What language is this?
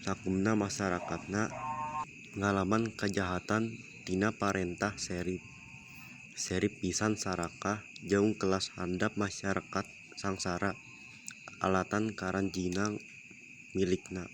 Sundanese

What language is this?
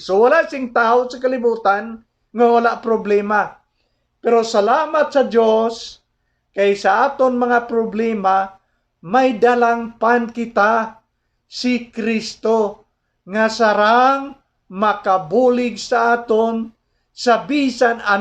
Hiligaynon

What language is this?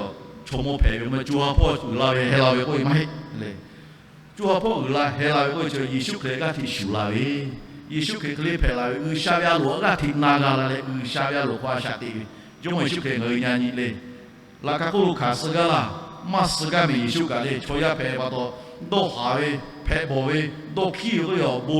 Lahu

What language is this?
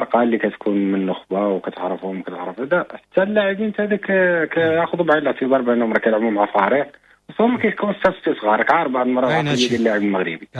Moroccan Arabic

